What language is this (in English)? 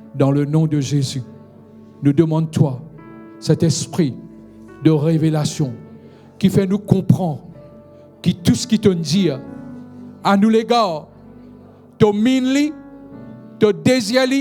Morisyen